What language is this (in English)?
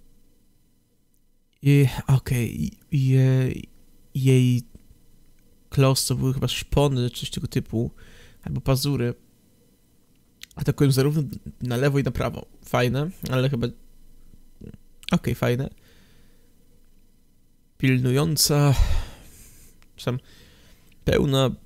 Polish